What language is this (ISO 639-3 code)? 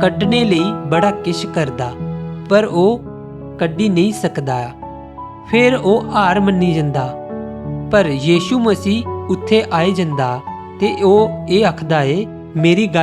doi